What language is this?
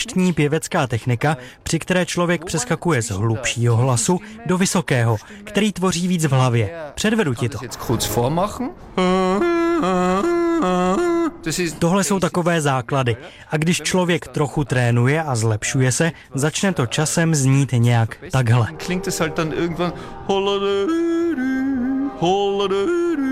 Czech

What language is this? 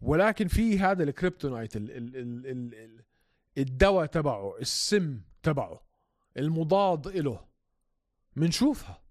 North Levantine Arabic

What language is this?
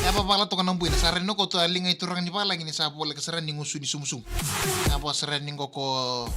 Fijian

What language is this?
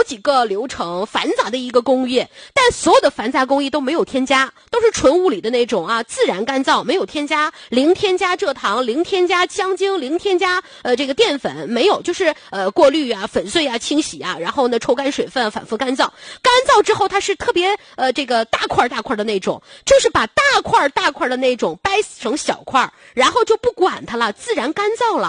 Chinese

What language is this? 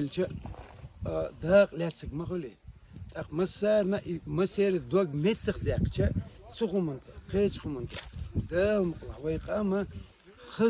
Chechen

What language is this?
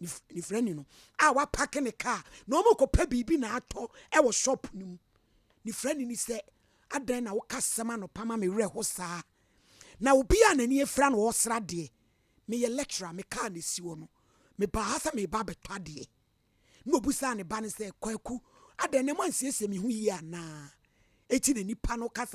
Akan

